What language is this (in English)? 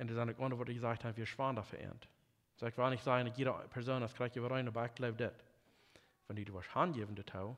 Plautdietsch